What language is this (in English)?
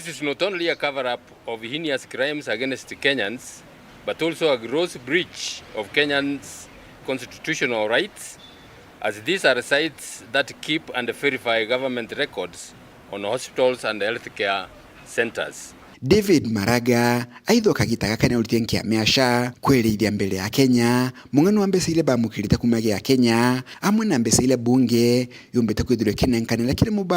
Meru